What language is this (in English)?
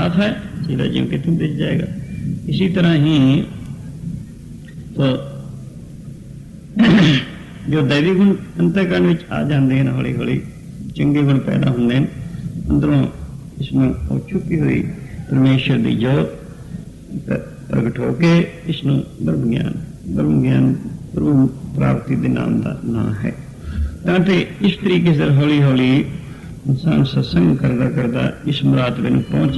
Punjabi